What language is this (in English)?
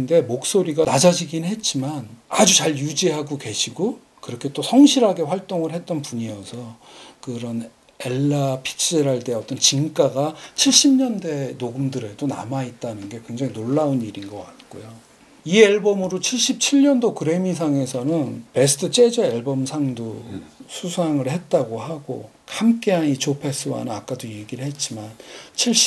Korean